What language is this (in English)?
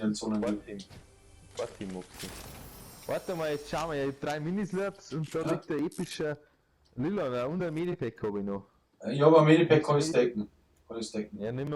Bavarian